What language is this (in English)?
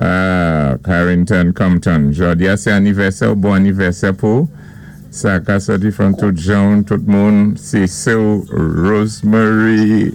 Saint Lucian Creole French